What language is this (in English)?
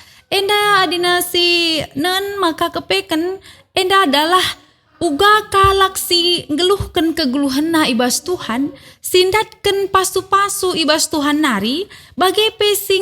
Batak Karo